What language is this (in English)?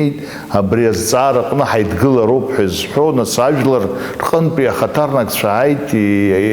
Abkhazian